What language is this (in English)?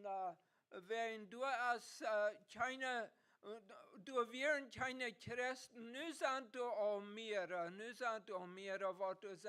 Plautdietsch